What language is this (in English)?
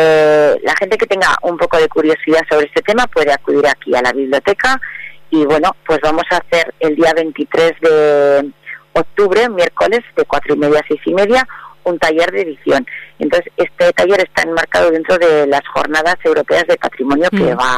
Spanish